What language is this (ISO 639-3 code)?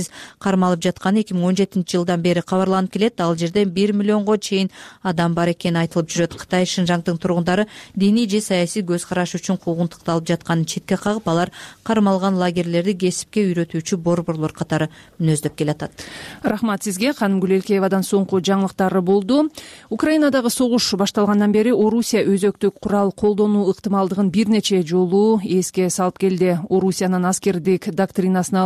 kir